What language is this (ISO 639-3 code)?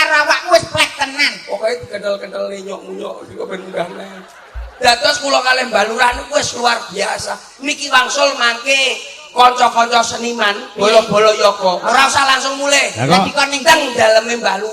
jav